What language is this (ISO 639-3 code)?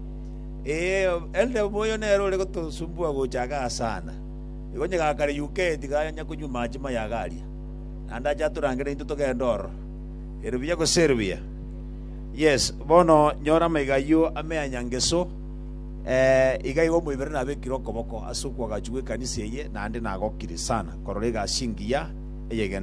guz